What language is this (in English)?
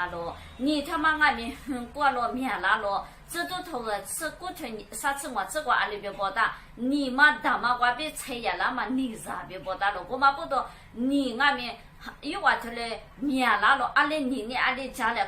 Lisu